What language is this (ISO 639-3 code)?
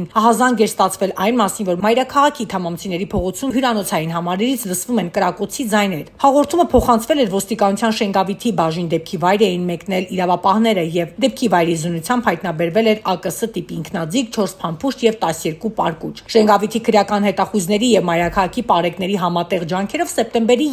hye